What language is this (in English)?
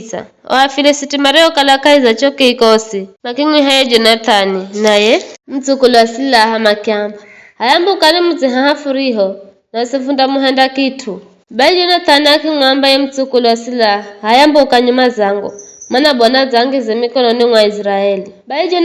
Giryama